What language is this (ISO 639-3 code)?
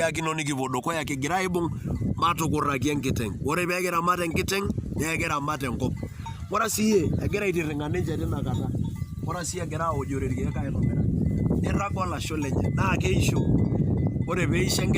mas